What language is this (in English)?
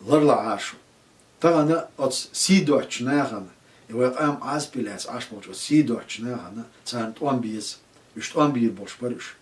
Chechen